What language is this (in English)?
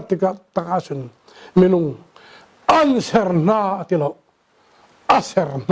Hakha Chin